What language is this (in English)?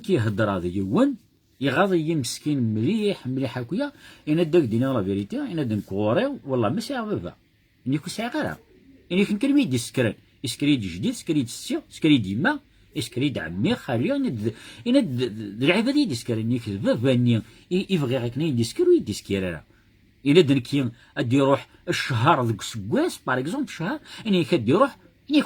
Kabyle